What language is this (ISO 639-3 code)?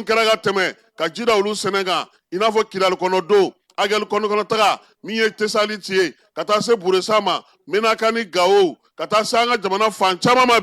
bam